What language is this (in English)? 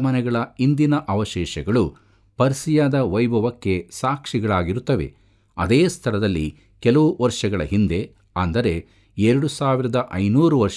Kannada